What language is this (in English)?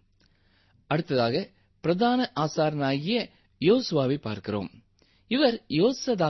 Tamil